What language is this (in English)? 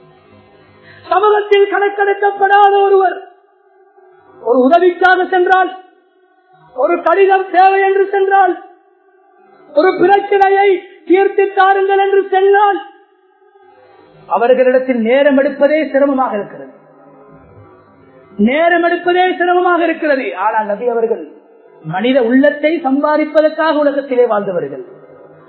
Tamil